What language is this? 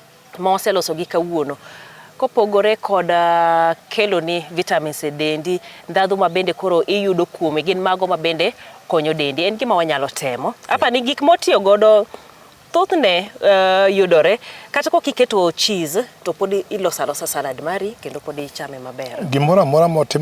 Luo (Kenya and Tanzania)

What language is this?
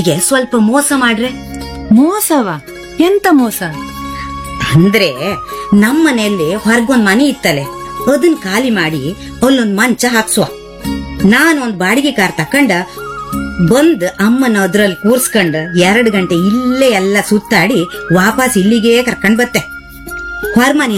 Kannada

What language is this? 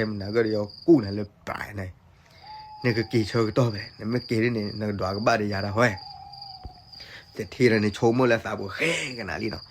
S'gaw Karen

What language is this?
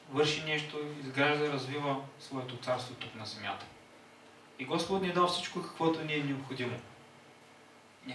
Bulgarian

